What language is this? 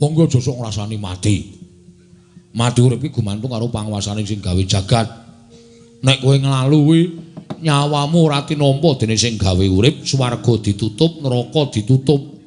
Javanese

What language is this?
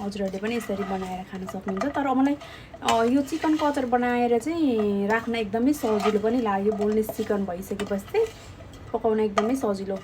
Nepali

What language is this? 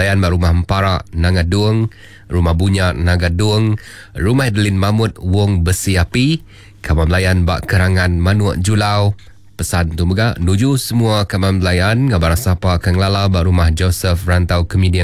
Iban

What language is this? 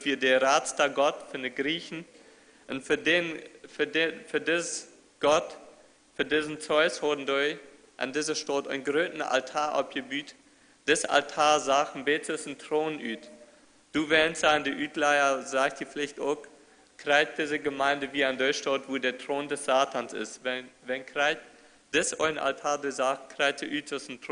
Plautdietsch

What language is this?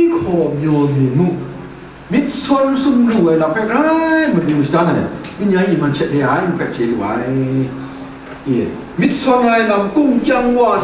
Kachin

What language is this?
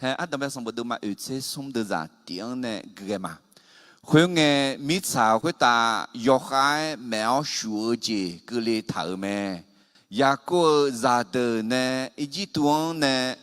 Akha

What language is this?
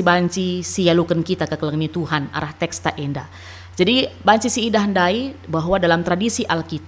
Batak Karo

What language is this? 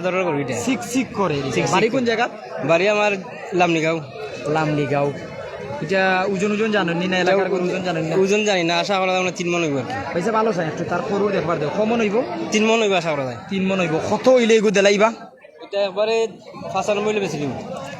Sylheti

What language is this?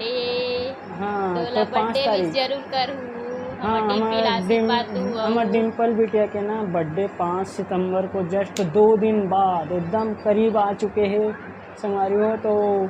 Chhattisgarhi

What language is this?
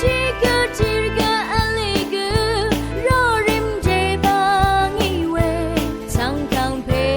Rawang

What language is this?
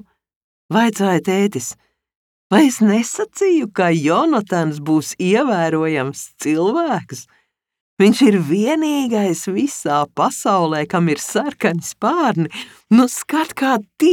Latvian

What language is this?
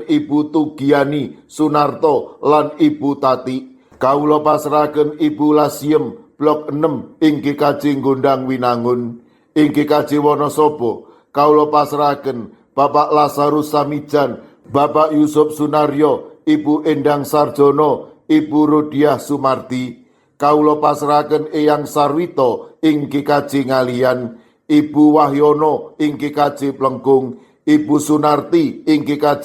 Javanese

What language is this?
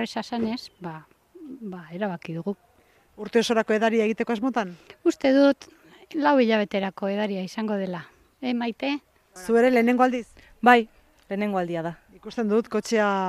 Basque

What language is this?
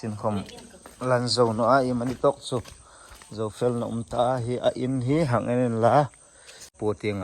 Hmar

